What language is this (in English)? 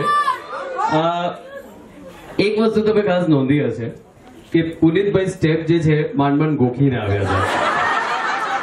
Gujarati